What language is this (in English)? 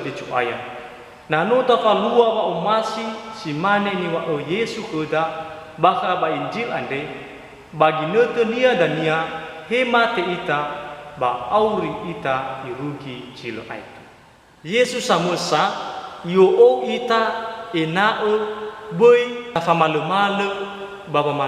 Nias